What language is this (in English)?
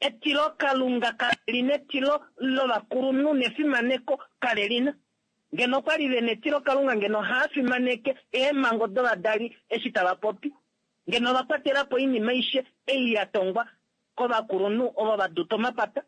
Kuanyama